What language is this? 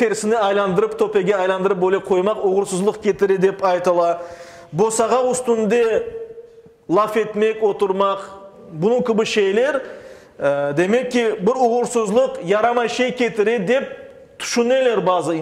Crimean Tatar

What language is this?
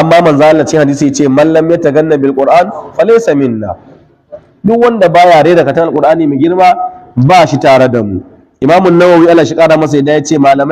Hausa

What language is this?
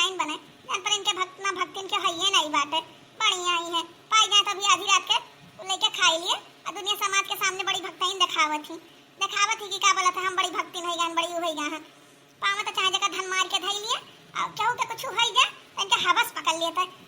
Awadhi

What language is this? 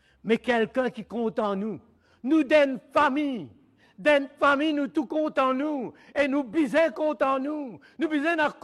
Morisyen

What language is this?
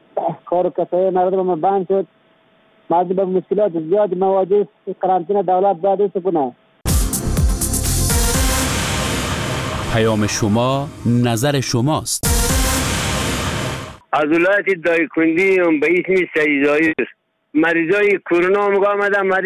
Persian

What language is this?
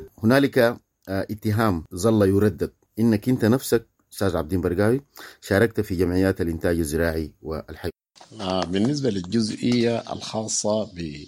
Sudanese Arabic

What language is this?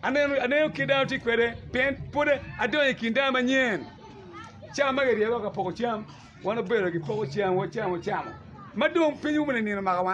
Acoli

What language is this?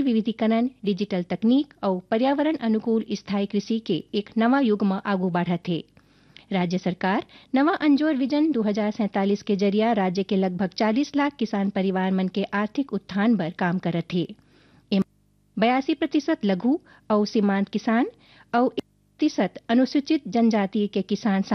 Chhattisgarhi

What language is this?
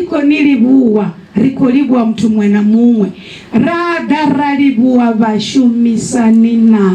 Venda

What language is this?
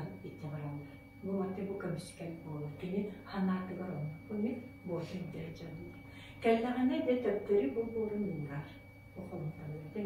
Yakut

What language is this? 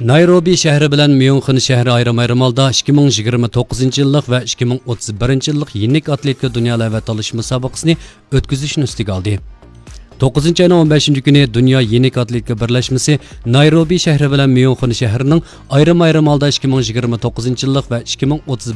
Uyghur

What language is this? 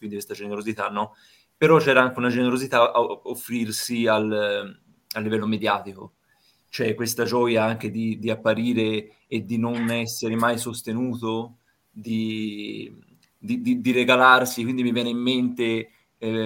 Italian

